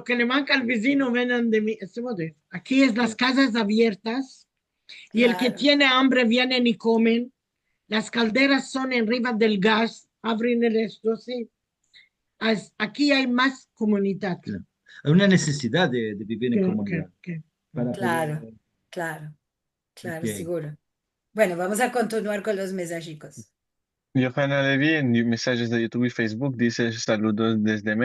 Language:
Ladino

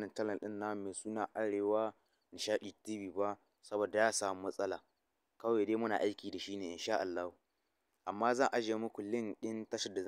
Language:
Hausa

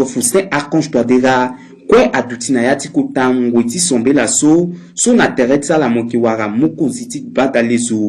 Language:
Sango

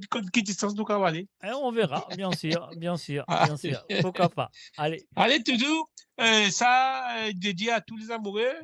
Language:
Morisyen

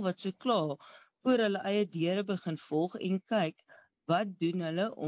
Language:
Afrikaans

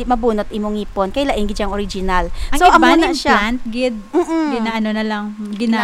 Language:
Hiligaynon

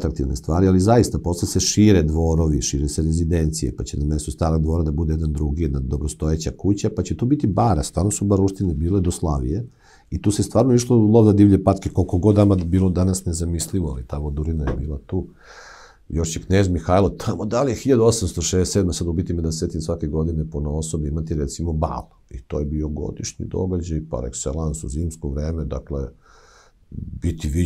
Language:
Serbian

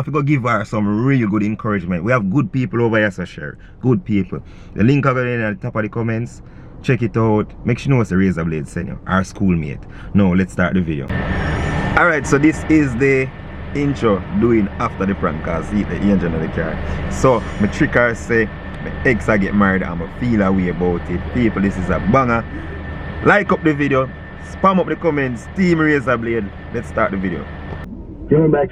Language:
Jamaican Creole English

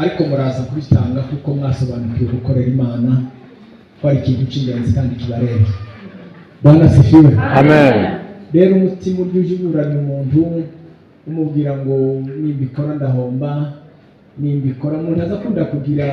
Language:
Kinyarwanda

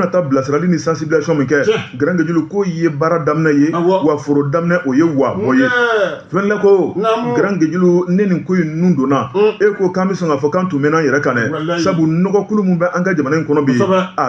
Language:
Bambara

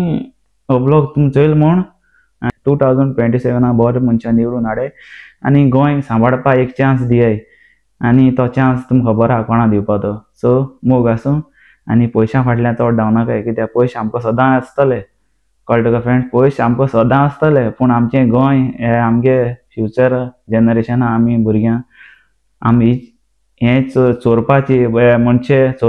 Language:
Konkani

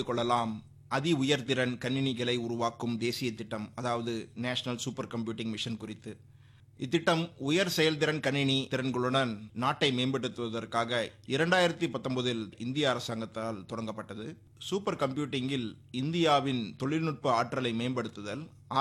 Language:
Tamil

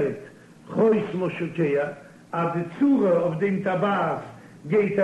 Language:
Yiddish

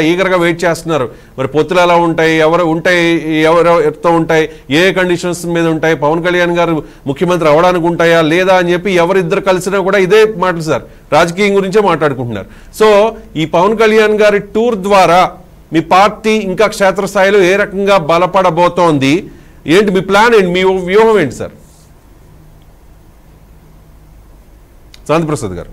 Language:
Telugu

